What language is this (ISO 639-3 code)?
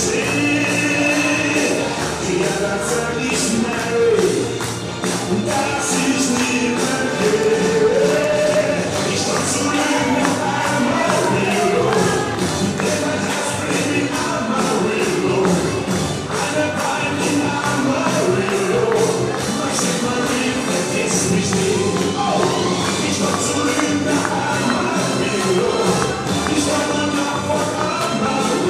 deu